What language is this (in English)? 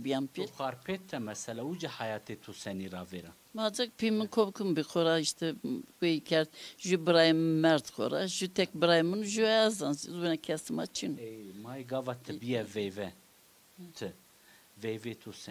Zaza